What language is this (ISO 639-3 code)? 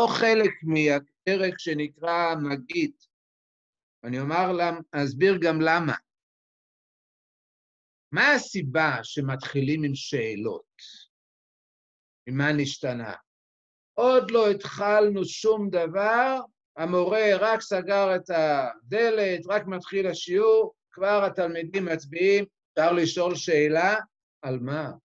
heb